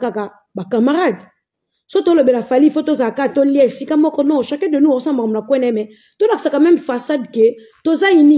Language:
Lingala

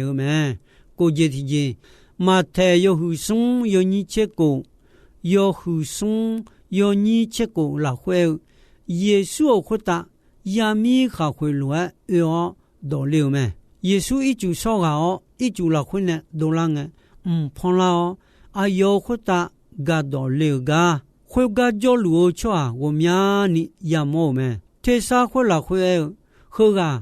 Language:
Akha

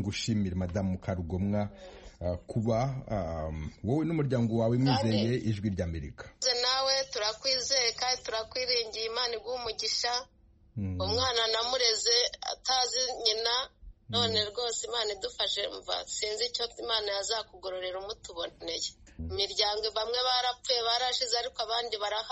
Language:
Kinyarwanda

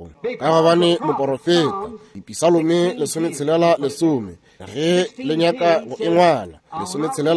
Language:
Northern Sotho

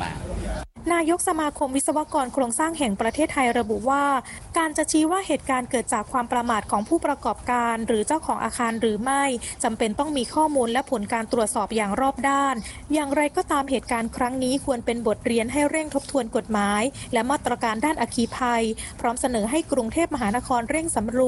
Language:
Thai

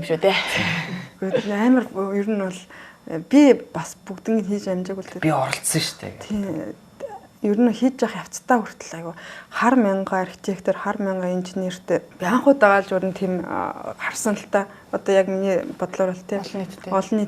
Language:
Mongolian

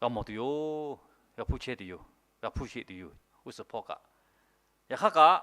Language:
Lahu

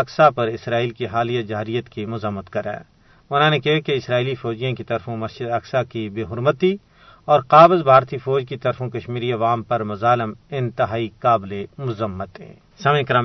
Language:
Gujari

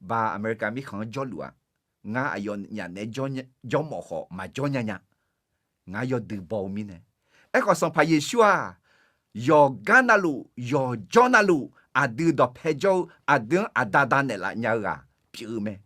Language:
Akha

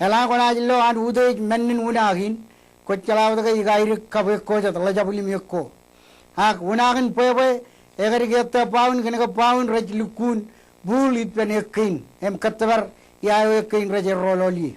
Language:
Marshallese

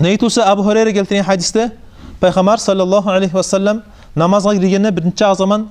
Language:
Kumyk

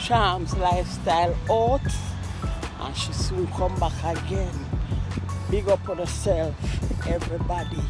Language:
Jamaican Creole English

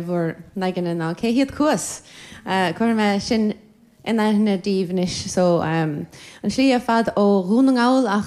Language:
Irish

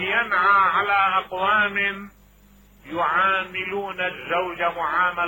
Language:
Mesopotamian Arabic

